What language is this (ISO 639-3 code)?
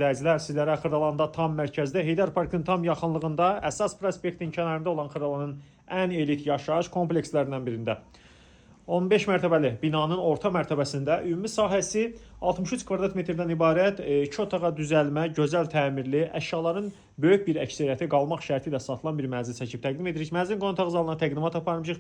aze